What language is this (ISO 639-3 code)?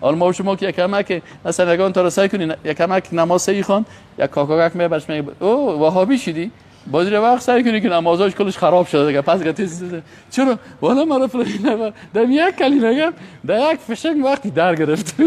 fas